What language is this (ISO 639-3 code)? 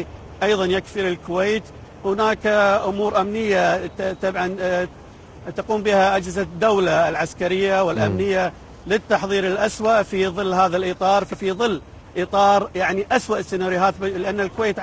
ara